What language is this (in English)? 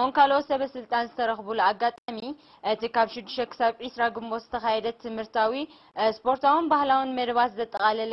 Tigrinya